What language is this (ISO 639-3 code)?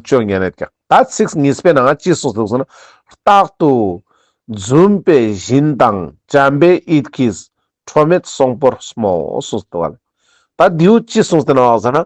lbj